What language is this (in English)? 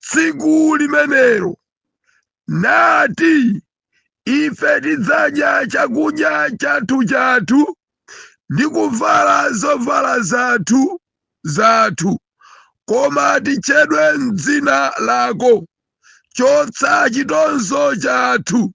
Nyanja